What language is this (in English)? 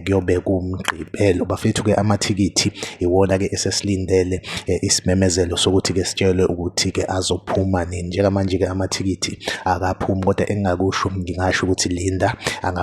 Zulu